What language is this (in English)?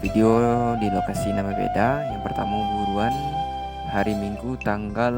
Minangkabau